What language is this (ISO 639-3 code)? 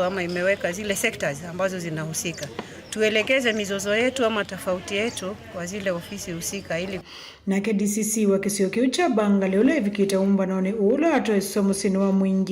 kam